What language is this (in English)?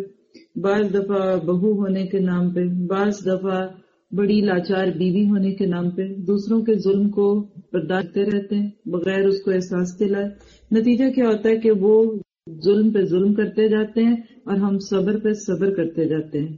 Urdu